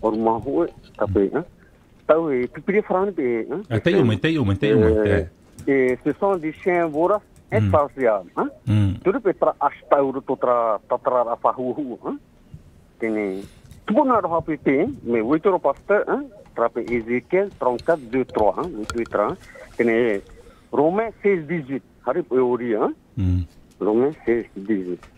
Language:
Tahitian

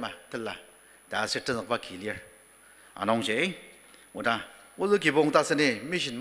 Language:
Ao Naga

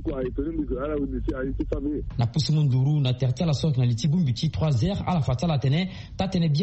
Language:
Sango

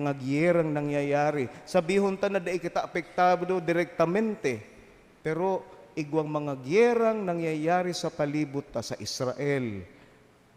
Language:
Bikol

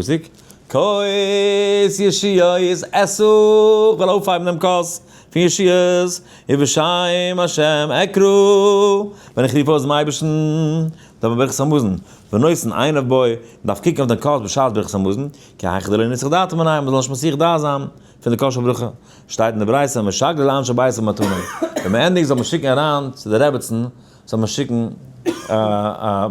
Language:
Yiddish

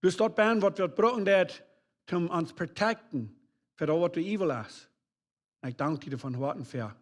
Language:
Plautdietsch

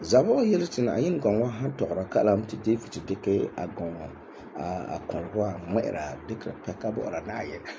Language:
Frafra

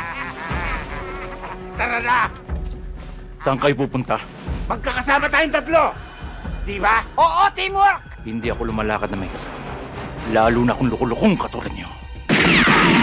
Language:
Filipino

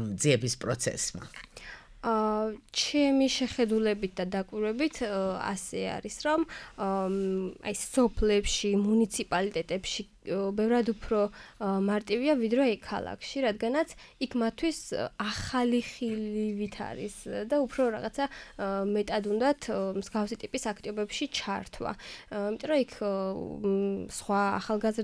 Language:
Georgian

